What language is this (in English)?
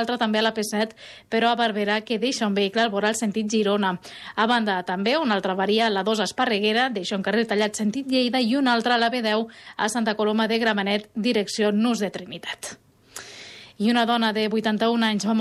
Catalan